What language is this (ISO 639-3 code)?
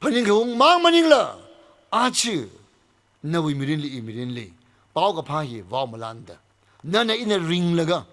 nmf